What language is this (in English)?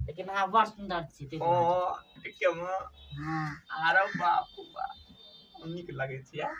Maithili